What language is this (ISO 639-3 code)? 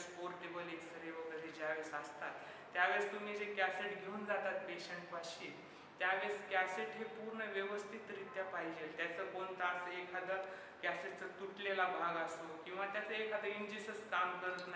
mar